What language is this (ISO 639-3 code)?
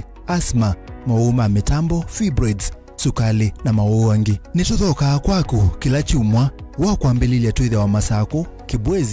kam